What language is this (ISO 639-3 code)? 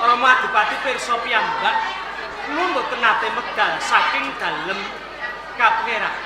jav